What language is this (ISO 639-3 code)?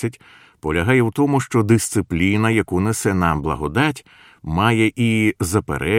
ukr